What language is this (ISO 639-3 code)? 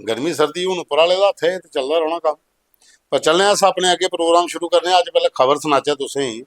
doi